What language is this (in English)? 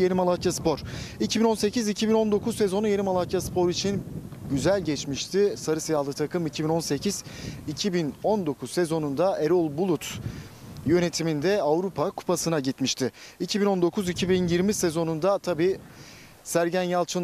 Turkish